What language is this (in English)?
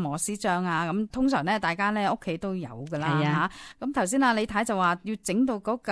Cantonese